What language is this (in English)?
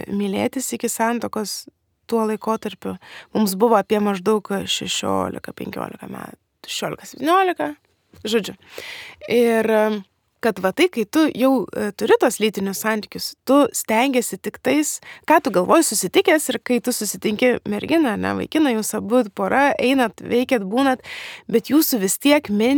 Lithuanian